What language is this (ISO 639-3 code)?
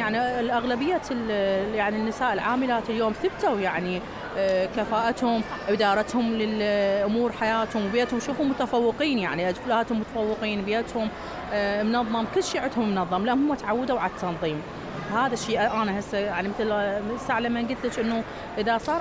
acm